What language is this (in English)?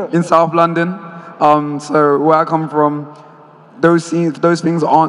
English